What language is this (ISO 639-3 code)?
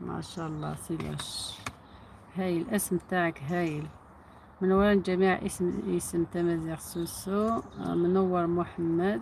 arq